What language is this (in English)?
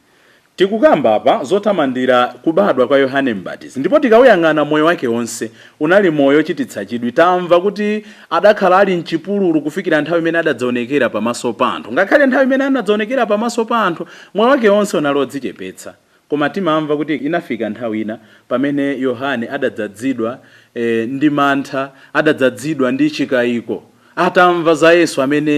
Nyanja